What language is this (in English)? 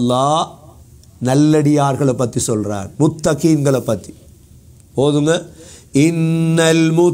Tamil